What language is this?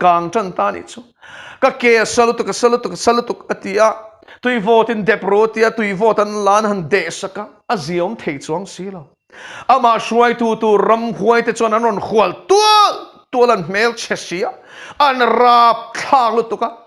Mizo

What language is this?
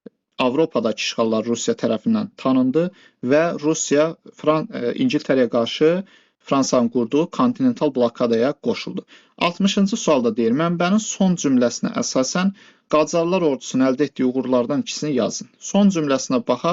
Azerbaijani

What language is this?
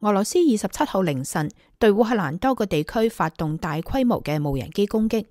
Cantonese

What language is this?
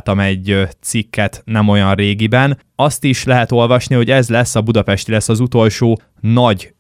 Hungarian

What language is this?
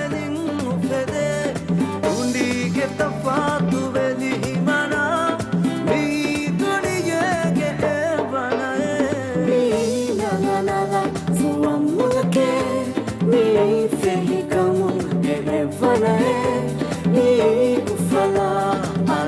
Divehi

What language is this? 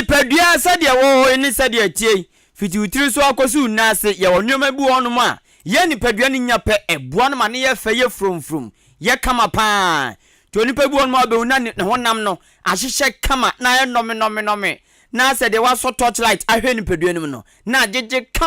Akan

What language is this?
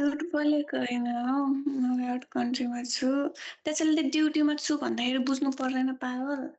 Nepali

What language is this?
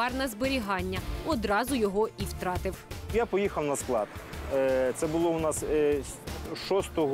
Ukrainian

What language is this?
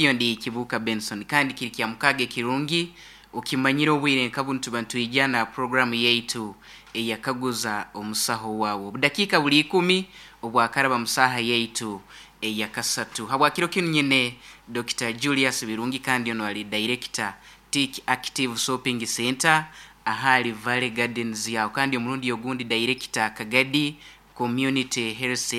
Nyoro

